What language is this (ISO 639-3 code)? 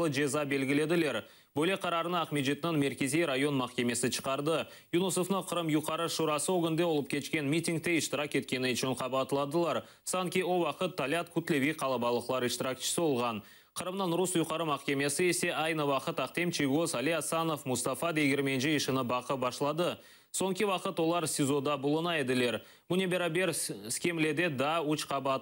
crh